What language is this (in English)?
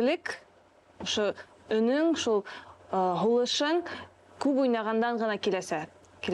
Bashkir